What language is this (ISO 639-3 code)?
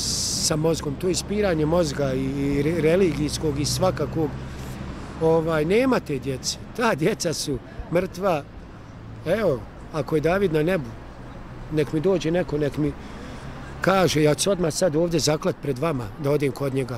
bos